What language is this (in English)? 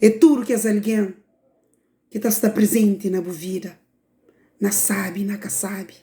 Kabuverdianu